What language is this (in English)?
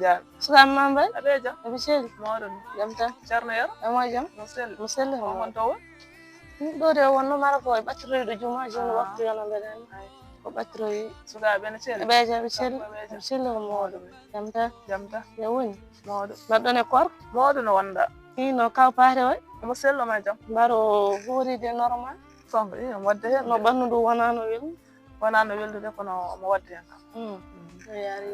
Fula